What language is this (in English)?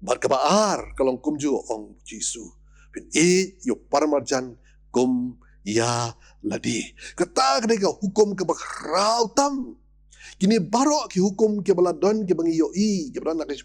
Khasi